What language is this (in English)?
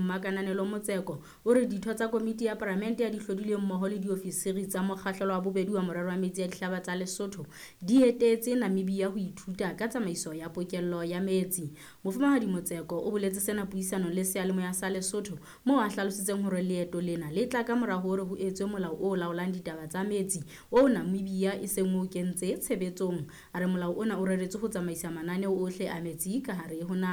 Southern Sotho